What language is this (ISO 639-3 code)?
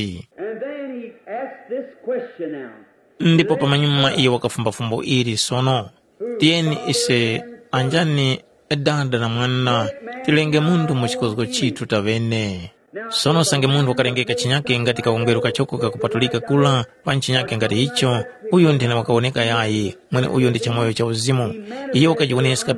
tum